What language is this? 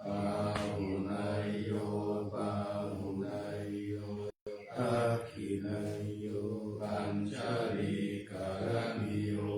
Pali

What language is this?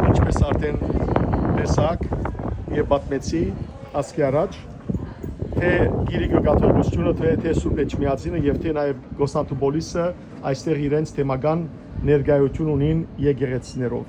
Western Armenian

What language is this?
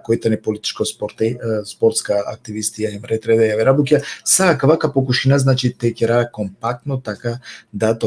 Balkan Romani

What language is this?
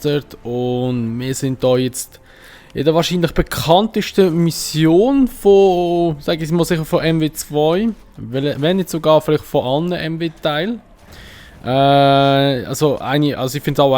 Swiss German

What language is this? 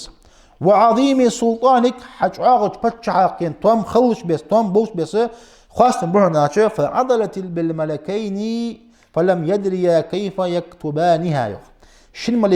Ingush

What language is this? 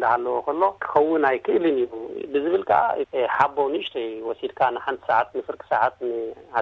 Tigrinya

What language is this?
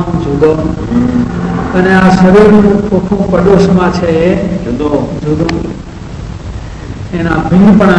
Gujarati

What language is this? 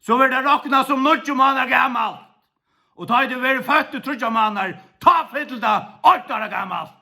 Faroese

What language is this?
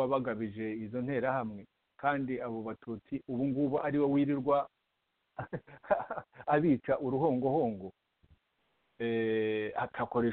Kinyarwanda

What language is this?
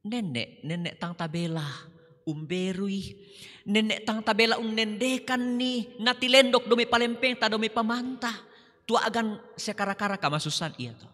Toraja-Sa'dan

